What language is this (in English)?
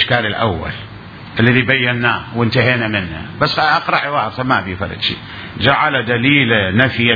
Mesopotamian Arabic